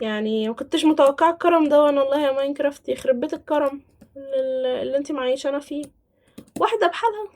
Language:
Egyptian Arabic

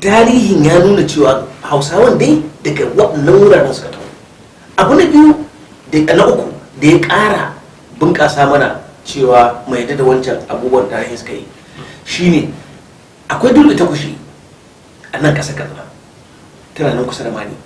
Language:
Hausa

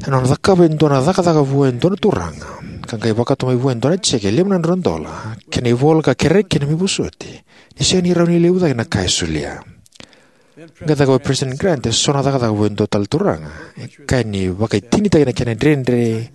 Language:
Fijian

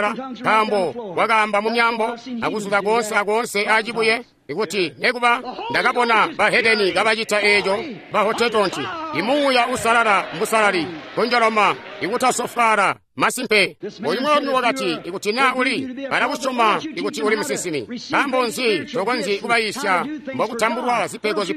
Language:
Tonga (Zambia)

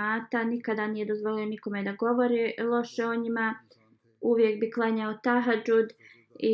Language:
Bosnian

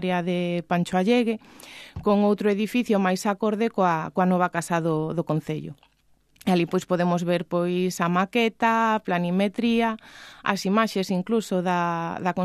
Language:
Galician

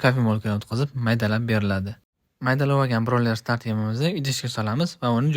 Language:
Uzbek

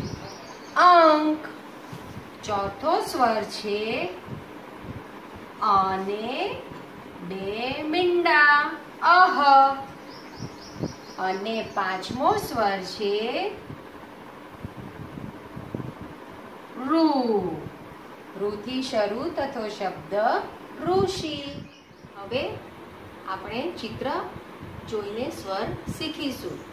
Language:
Gujarati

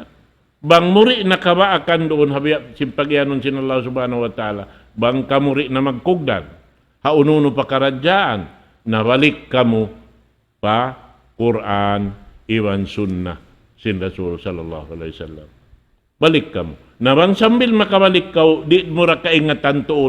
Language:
Tausug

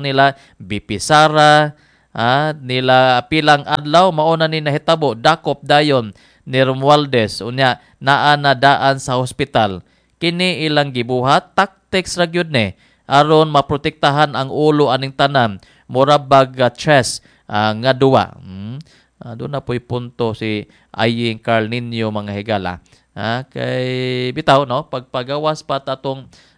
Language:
Cebuano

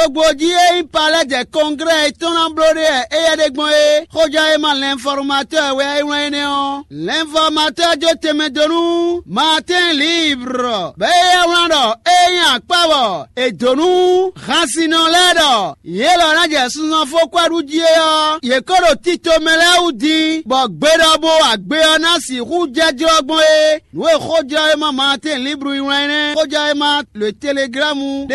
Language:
Fon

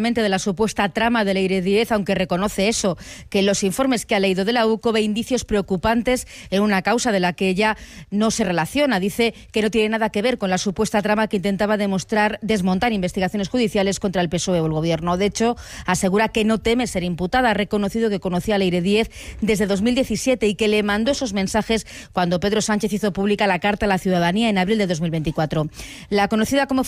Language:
Spanish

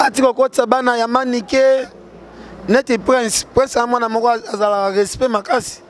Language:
Lingala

